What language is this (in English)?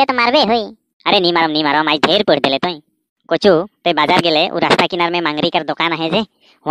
Sadri